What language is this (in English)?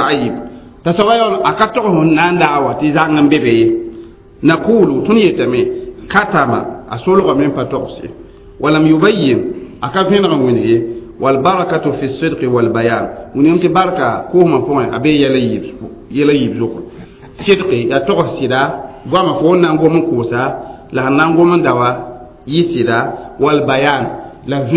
Mossi